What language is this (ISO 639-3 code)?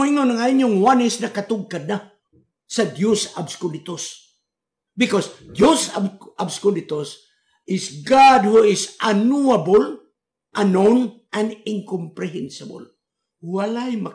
ceb